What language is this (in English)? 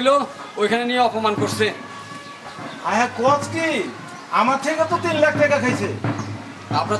Bangla